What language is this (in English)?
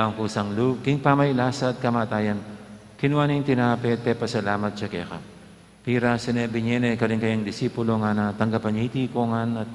Pampanga